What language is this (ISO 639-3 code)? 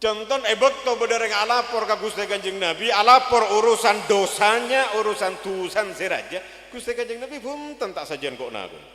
mad